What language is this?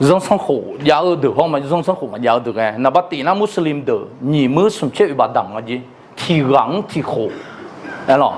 Akha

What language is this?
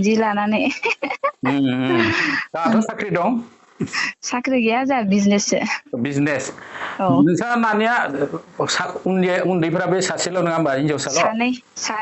Bodo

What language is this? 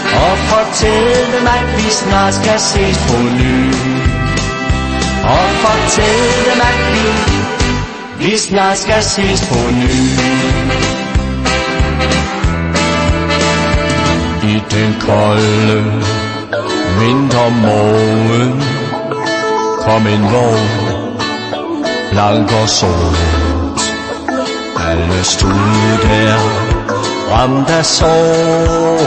Danish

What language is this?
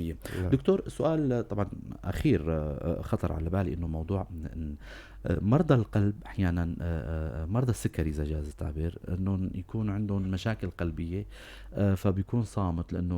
North Levantine Arabic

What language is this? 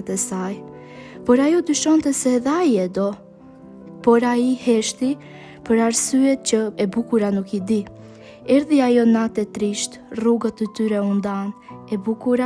Albanian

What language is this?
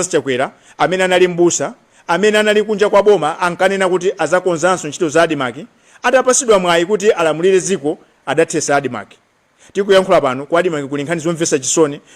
Nyanja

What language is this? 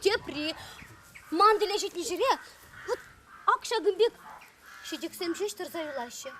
Chuvash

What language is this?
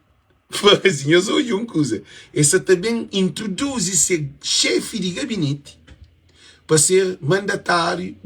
Kabuverdianu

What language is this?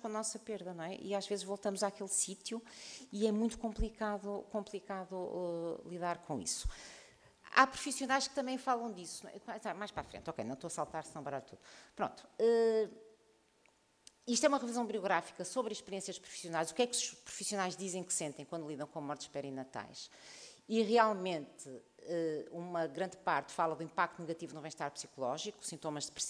Portuguese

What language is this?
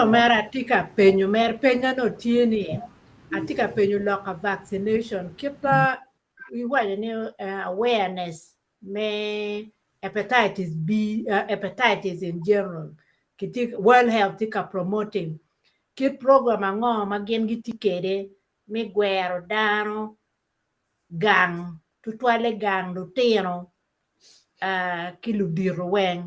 Acoli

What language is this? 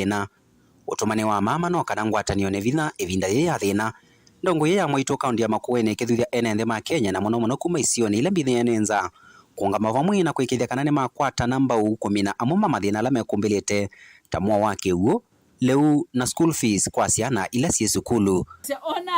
Kamba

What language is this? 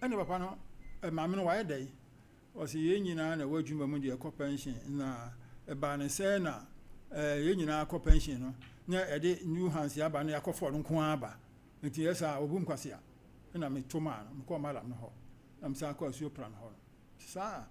Akan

